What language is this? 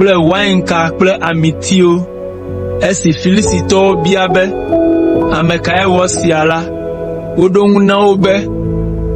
Ewe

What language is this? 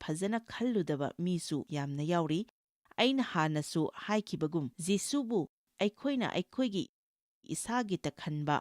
Manipuri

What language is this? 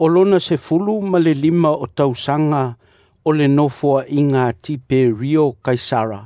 Samoan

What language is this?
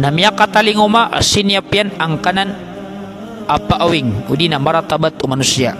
Maranao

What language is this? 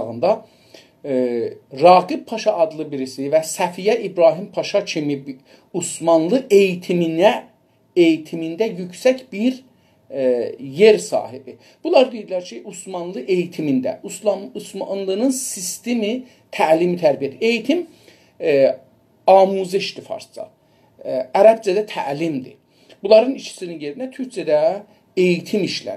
South Azerbaijani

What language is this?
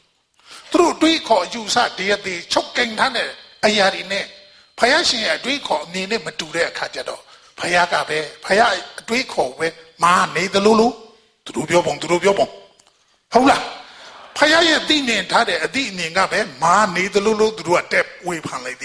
Burmese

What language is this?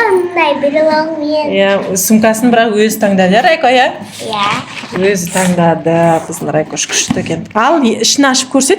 Kazakh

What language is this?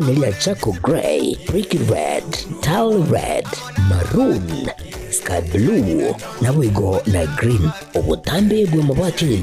Gusii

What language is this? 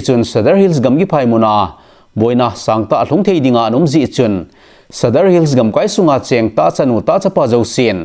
Thado Chin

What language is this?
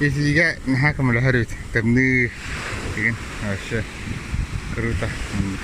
Yakut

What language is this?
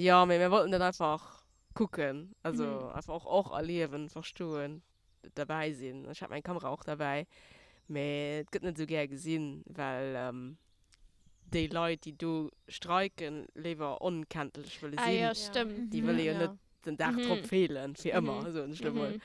Luxembourgish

